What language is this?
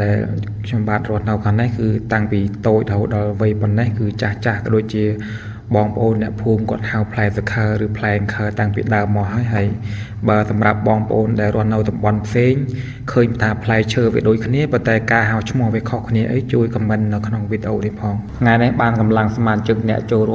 Khmer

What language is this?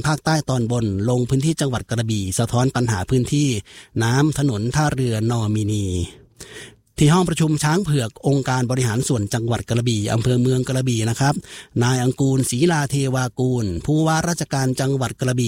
Thai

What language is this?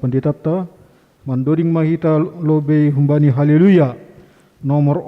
Batak Simalungun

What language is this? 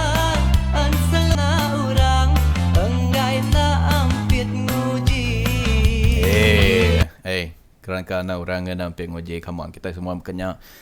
Iban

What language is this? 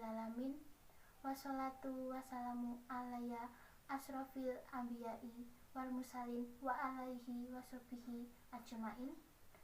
Javanese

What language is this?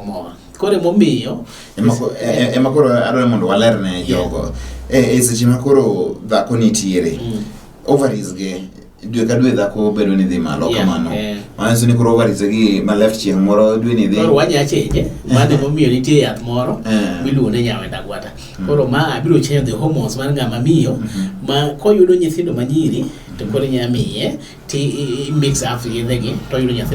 Luo (Kenya and Tanzania)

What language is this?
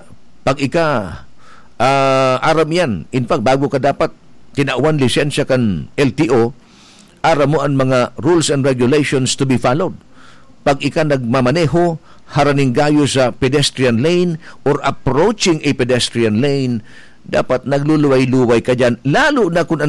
Bikol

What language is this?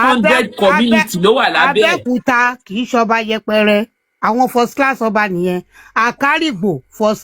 Yoruba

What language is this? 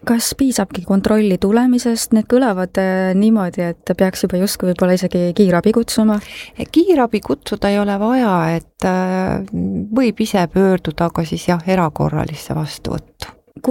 Estonian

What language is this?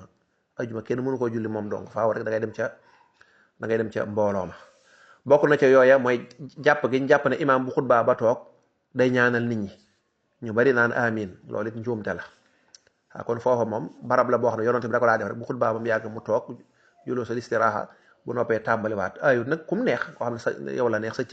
Wolof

